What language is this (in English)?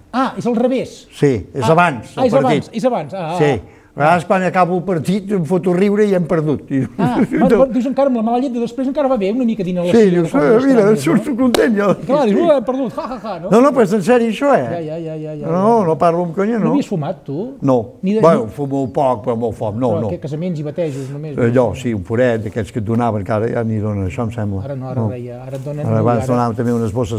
Catalan